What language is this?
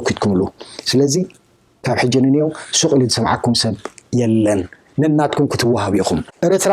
Tigrinya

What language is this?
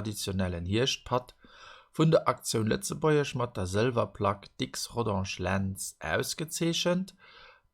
Luxembourgish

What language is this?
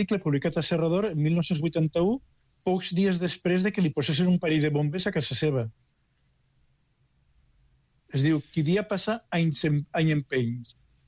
Catalan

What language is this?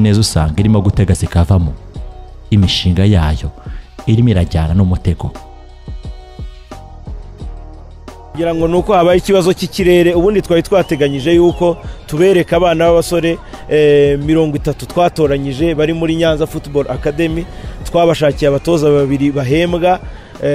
Kinyarwanda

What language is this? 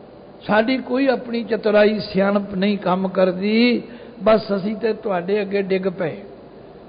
Punjabi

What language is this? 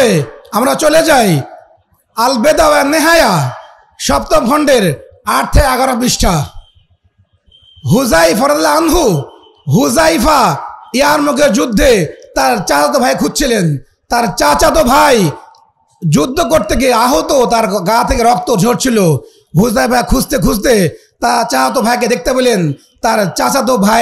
Bangla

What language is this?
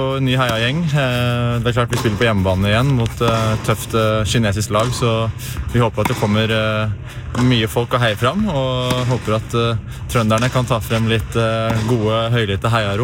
Norwegian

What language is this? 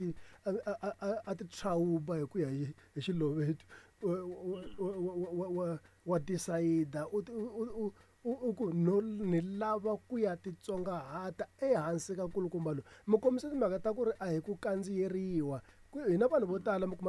Tsonga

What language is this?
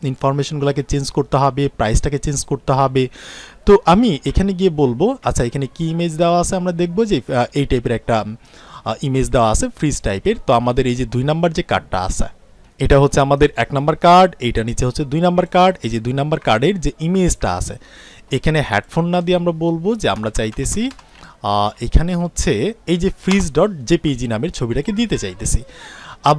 Bangla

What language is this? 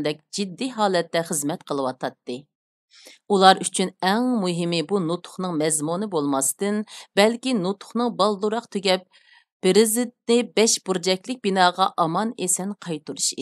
Uyghur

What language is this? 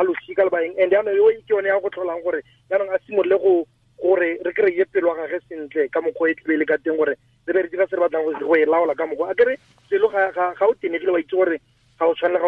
Tswana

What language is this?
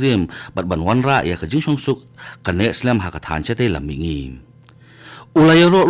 Khasi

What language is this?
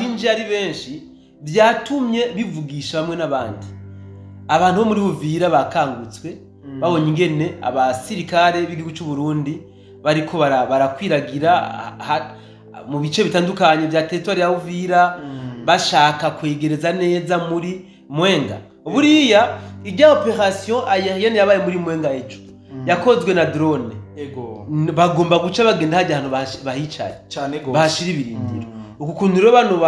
Rundi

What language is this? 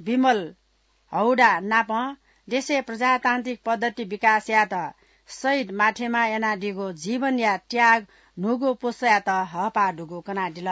Newari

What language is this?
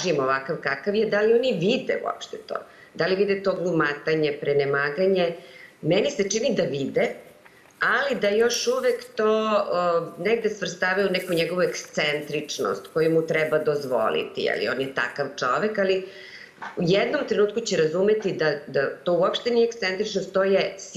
Serbian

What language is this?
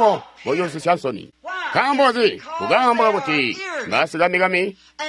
Tonga (Zambia)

